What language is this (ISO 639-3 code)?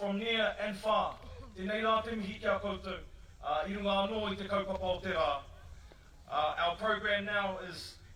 mri